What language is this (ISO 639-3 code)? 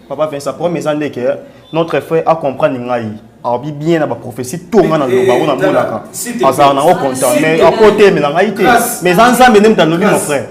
lin